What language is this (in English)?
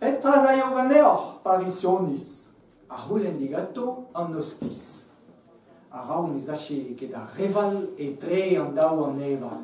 Breton